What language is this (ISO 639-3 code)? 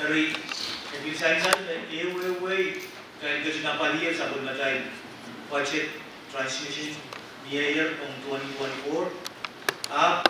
pon